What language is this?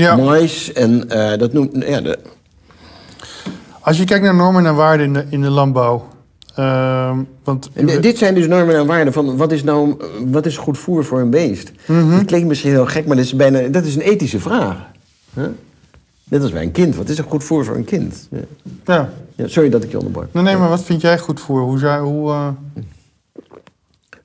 Dutch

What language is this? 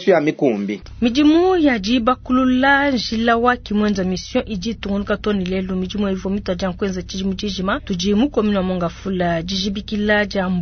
Luba-Lulua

